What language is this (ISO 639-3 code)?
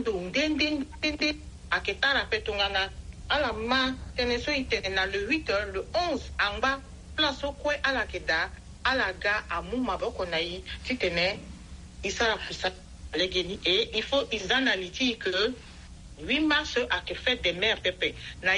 sag